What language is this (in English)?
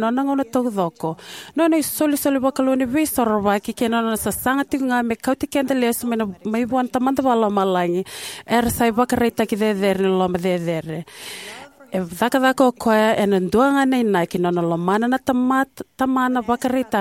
Fijian